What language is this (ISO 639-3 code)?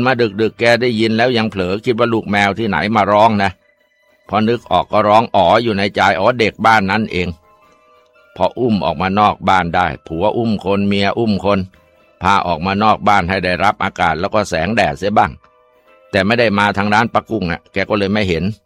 tha